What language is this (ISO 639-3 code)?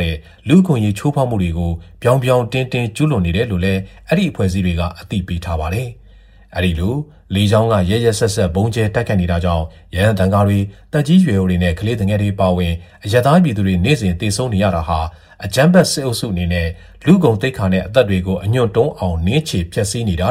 mya